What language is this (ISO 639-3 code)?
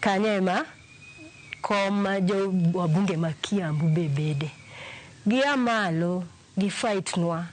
luo